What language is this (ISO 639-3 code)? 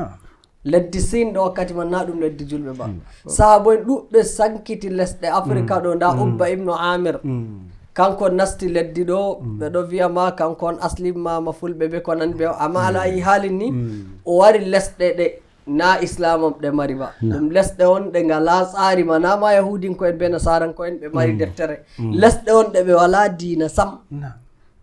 fuv